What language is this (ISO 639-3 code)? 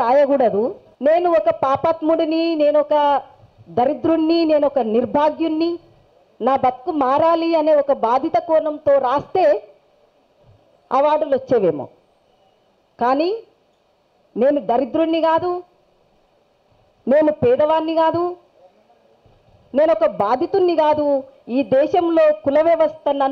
tel